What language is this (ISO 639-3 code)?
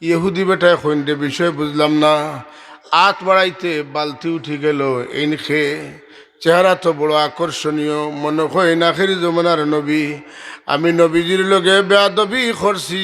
syl